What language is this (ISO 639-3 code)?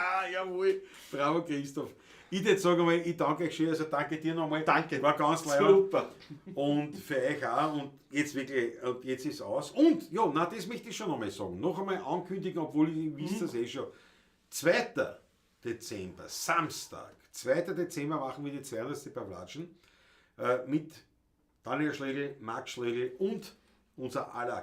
bar